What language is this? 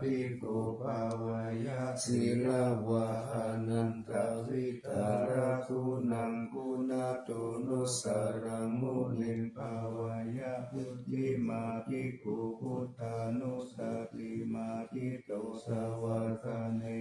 Pali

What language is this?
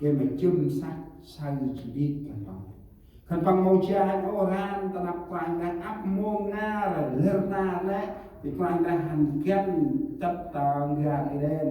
Central Mnong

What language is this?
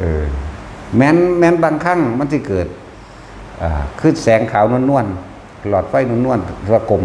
Northeastern Thai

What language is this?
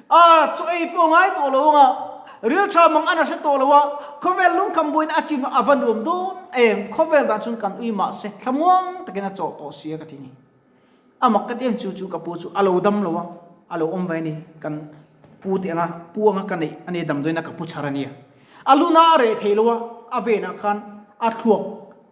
Mizo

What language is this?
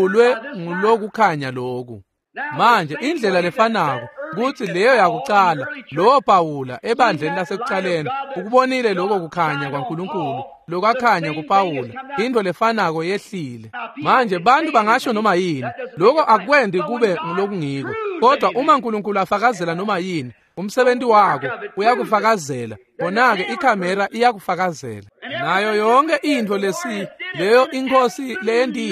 Swati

